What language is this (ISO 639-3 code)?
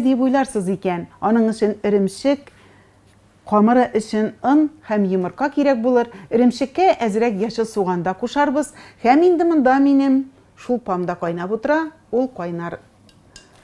tat